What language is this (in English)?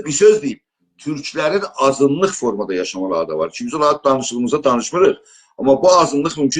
South Azerbaijani